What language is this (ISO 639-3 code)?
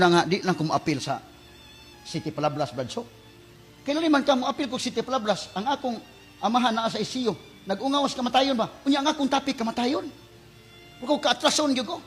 ceb